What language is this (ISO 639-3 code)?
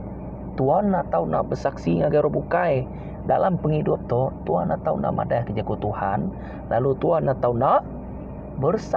iba